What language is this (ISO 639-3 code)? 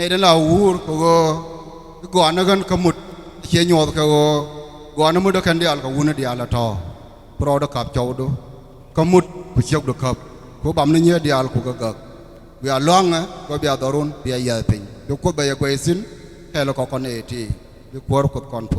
nus